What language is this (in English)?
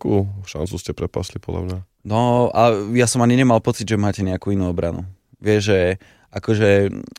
Slovak